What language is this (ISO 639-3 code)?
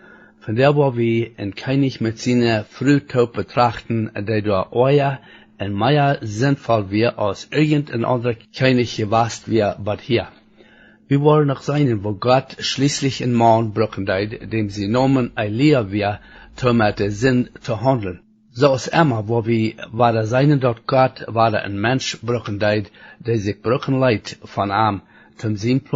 pdt